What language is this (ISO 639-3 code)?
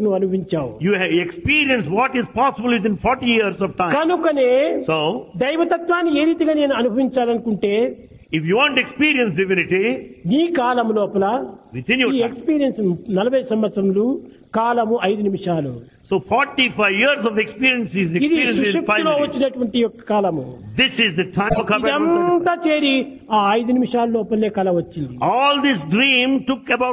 tel